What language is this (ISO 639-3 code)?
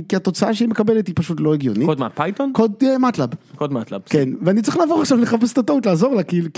heb